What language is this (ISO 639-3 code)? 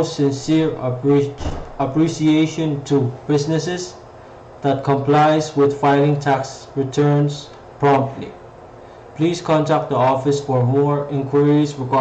pon